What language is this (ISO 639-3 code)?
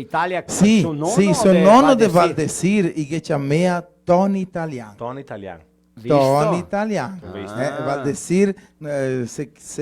vec